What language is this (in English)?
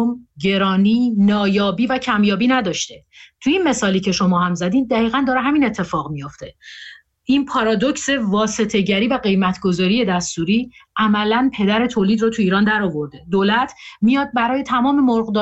Persian